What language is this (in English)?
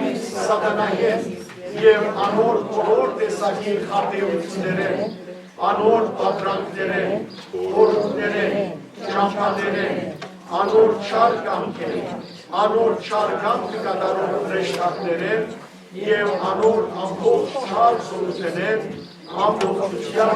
Western Armenian